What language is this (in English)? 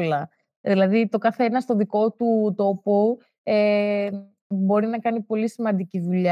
Greek